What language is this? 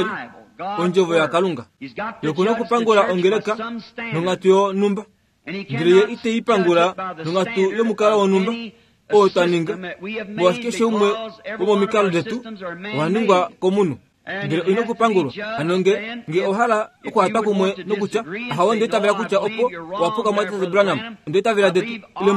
Kuanyama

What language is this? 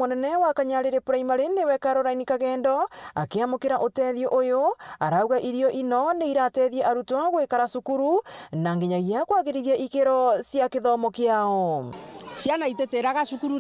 Meru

